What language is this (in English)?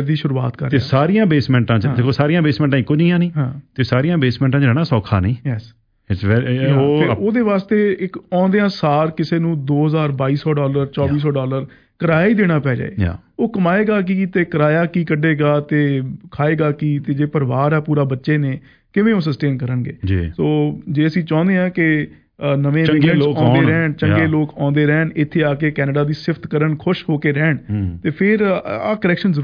Punjabi